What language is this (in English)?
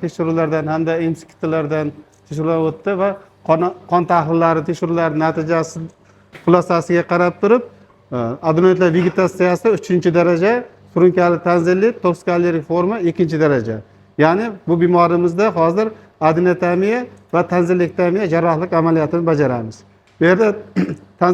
Uzbek